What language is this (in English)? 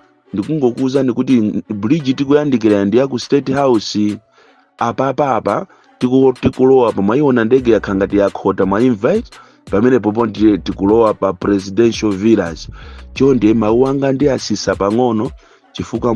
Nyanja